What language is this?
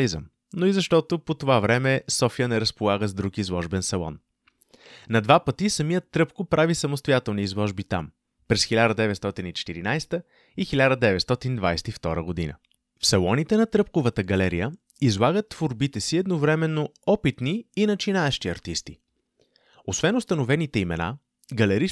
Bulgarian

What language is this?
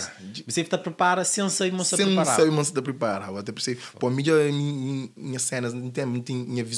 Kabuverdianu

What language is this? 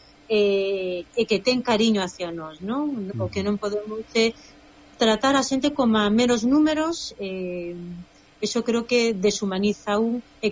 Galician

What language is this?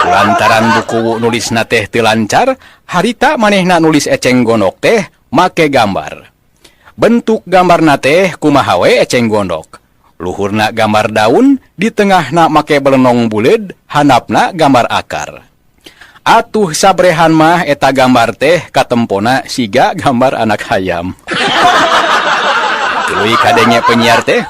Sundanese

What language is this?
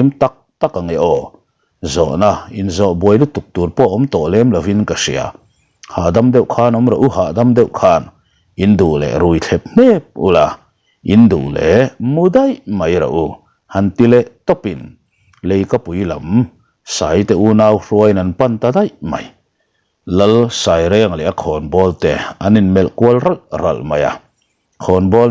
Mizo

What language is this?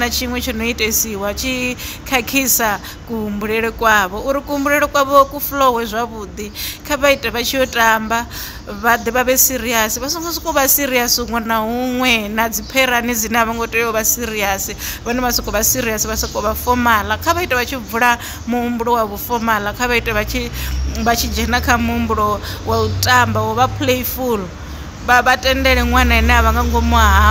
Venda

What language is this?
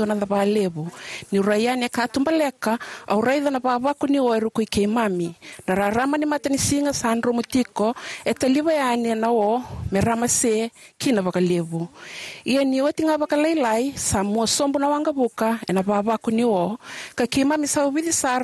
Fijian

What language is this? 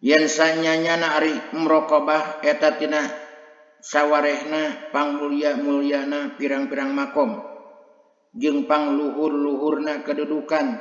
Sundanese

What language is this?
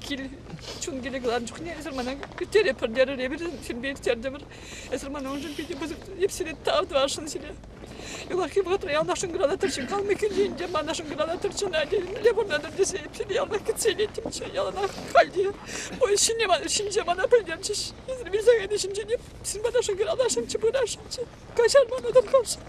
Chuvash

